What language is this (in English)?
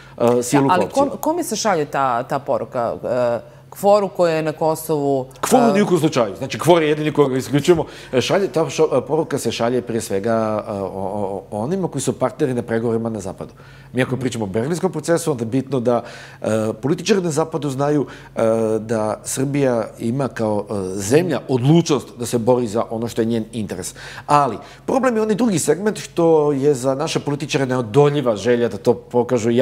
Serbian